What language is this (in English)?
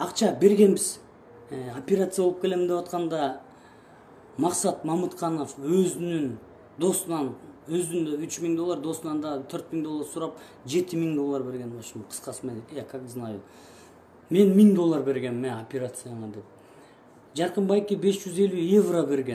Kyrgyz